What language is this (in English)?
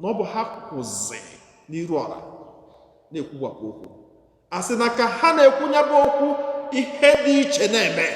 Igbo